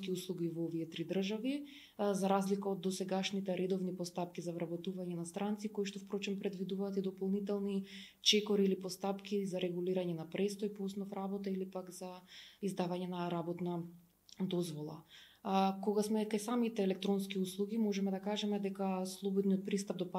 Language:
Macedonian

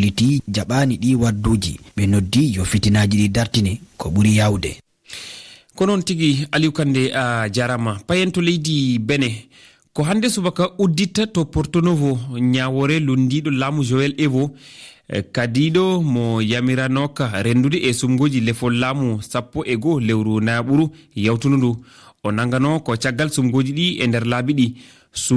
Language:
Fula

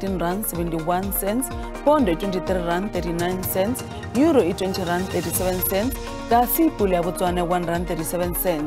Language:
Tsonga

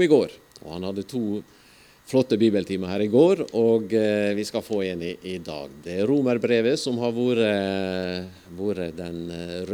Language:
Norwegian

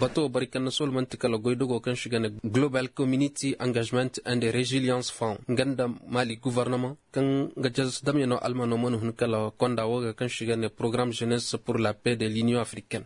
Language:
Koyraboro Senni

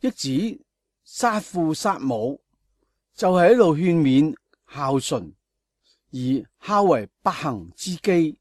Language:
Cantonese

